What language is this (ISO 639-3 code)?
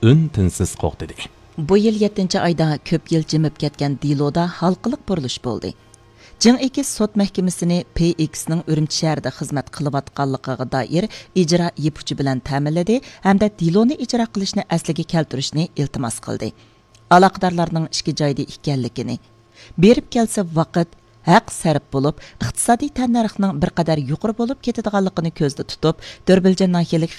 uig